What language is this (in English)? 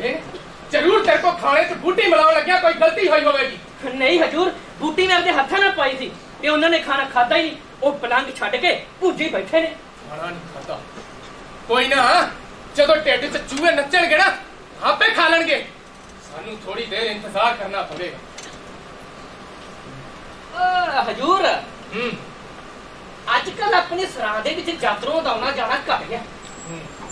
Punjabi